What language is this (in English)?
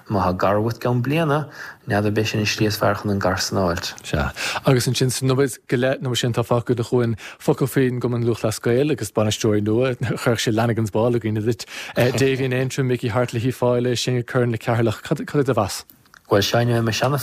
Irish